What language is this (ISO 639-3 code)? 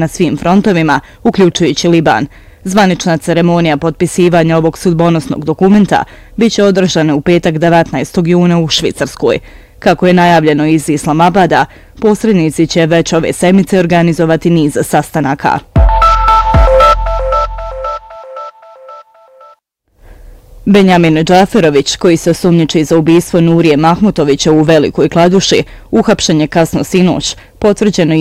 bos